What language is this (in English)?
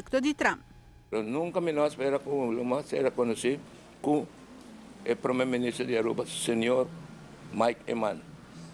Papiamento